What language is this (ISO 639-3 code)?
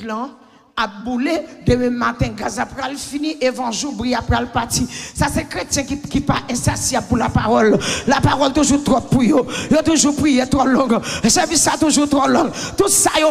hat